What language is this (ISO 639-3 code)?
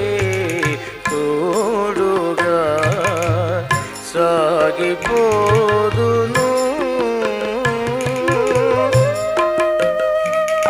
tel